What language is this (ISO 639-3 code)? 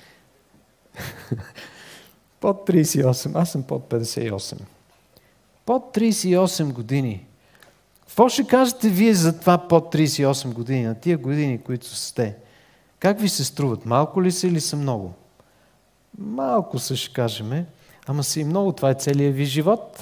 bul